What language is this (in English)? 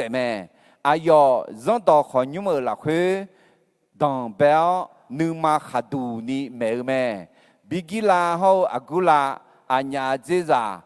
Akha